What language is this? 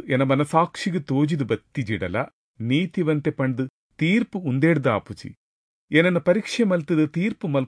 Tulu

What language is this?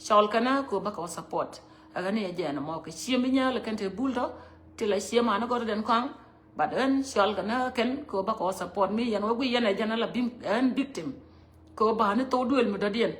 Nuer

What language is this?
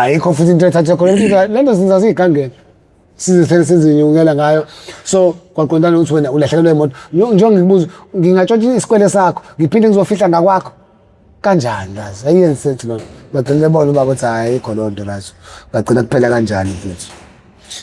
Zulu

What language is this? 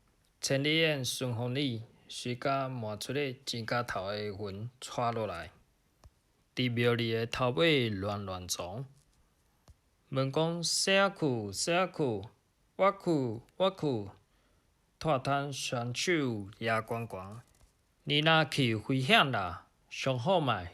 Min Nan Chinese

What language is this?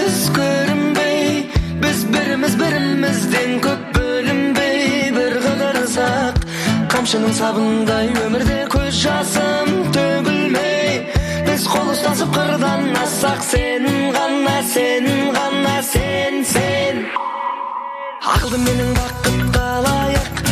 Kazakh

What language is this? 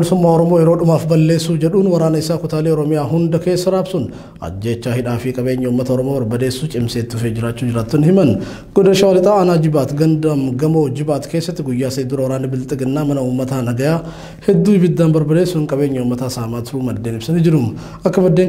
Oromo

